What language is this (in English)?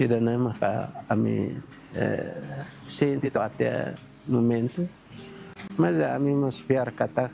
Tetum